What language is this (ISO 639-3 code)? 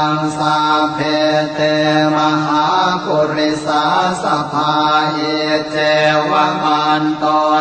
pli